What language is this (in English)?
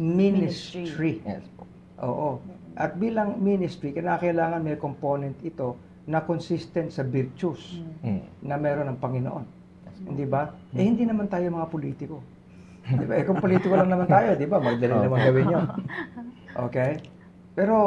Filipino